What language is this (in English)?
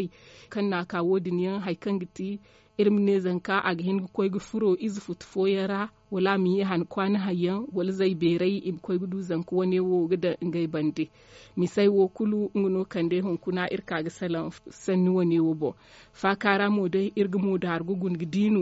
Zarma